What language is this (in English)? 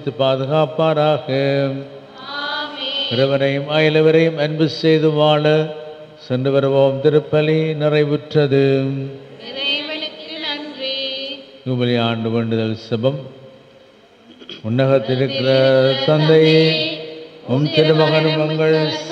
Tamil